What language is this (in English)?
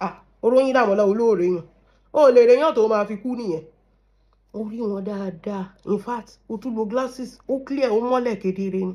Yoruba